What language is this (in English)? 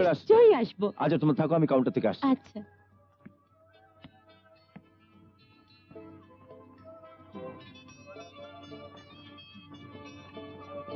Bangla